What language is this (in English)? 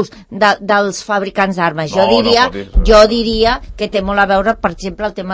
Catalan